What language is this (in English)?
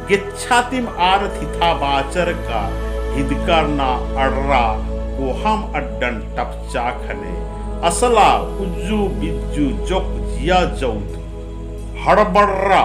Kurukh